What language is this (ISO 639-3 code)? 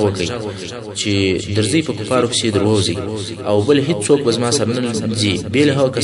pus